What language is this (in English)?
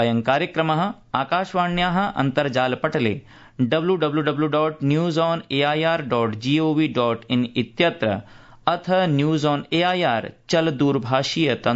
Sanskrit